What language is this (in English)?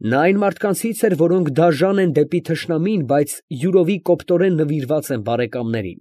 Armenian